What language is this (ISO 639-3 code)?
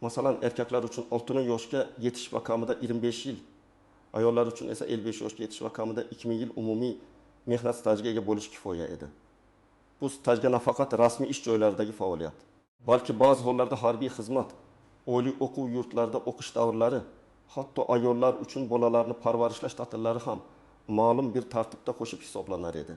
uzb